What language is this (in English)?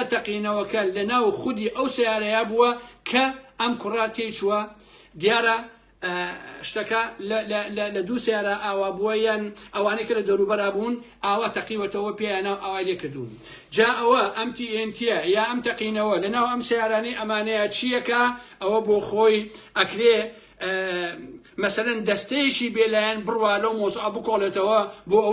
Central Kurdish